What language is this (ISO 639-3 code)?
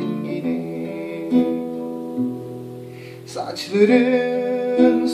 tur